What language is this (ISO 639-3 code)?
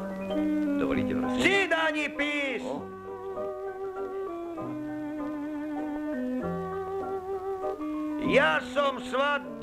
slk